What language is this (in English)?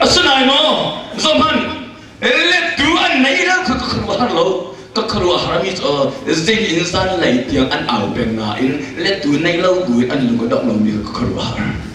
Hakha Chin